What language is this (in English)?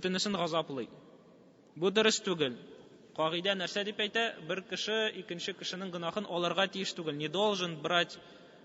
Tatar